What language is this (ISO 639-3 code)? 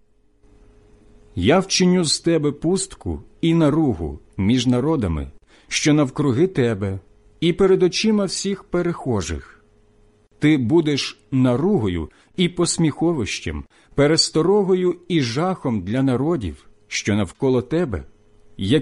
ukr